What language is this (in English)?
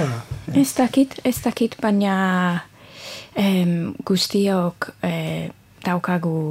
Basque